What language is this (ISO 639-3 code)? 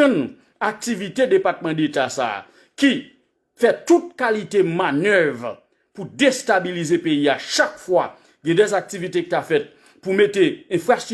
hat